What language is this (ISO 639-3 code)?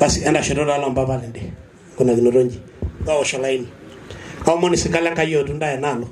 mas